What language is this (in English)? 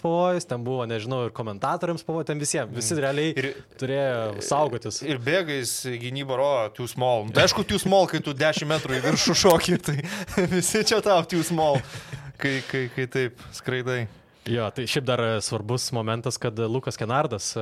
Lithuanian